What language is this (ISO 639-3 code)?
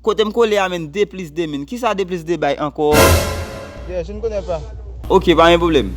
hat